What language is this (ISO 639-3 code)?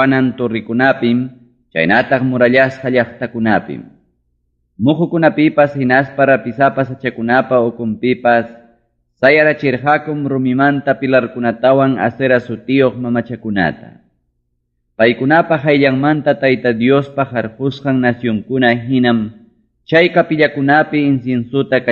quy